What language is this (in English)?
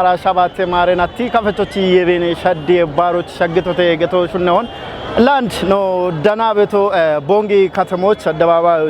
Kafa